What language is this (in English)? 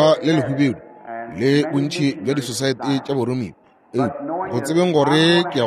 Northern Sotho